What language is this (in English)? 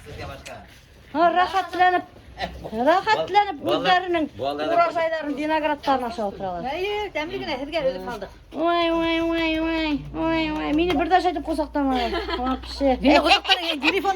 Bashkir